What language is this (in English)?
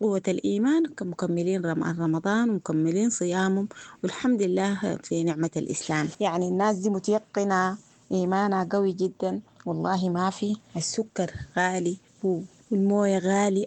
Sudanese Arabic